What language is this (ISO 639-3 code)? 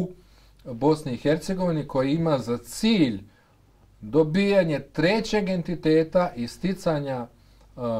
bos